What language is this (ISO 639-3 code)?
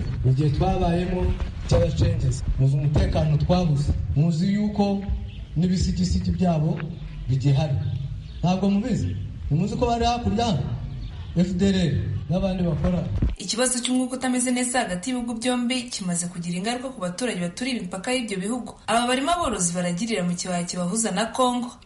kin